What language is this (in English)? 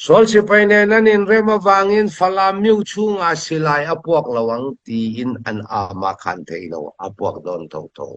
Hakha Chin